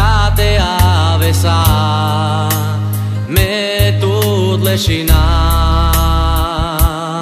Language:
Romany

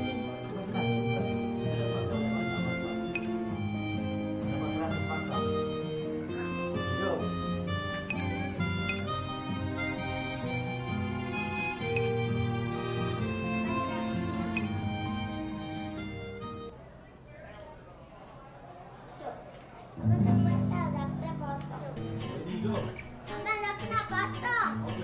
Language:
Malay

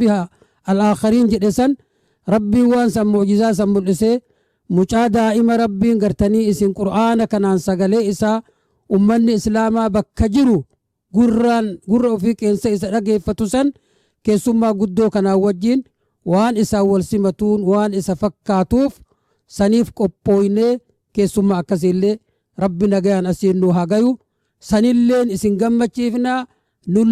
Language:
Oromo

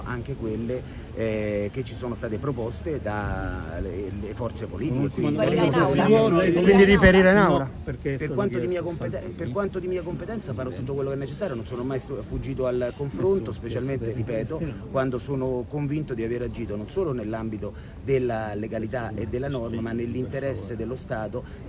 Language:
Italian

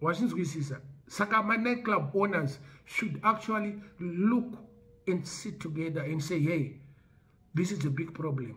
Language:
Shona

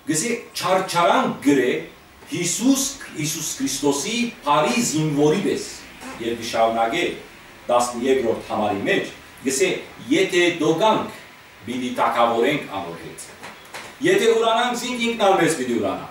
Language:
Western Armenian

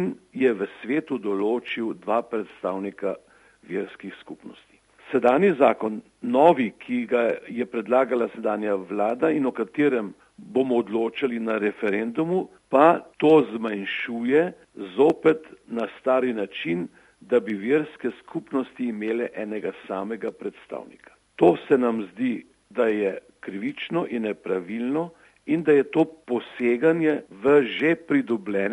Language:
Slovenian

